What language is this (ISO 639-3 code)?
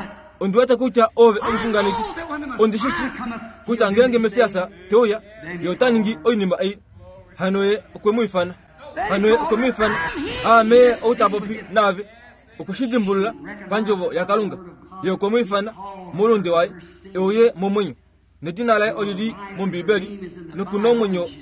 kua